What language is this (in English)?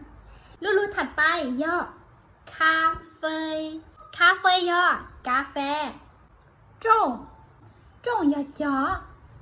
Hmong